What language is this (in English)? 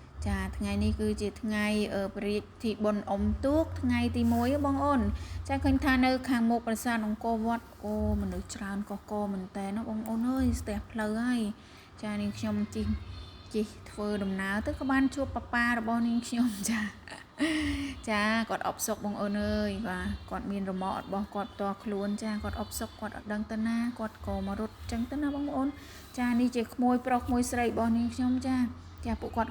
Khmer